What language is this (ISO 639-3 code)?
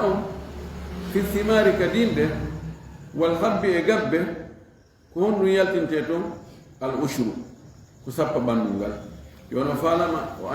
ful